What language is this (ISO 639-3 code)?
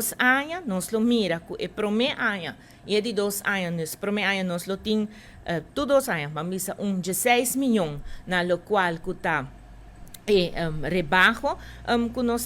pap